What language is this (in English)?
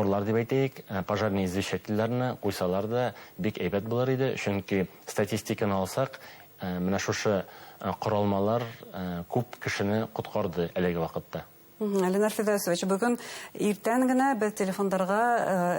Bashkir